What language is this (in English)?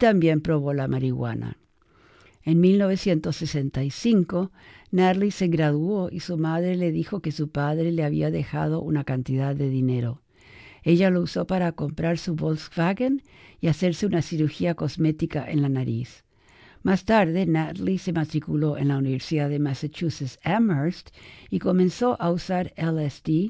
Spanish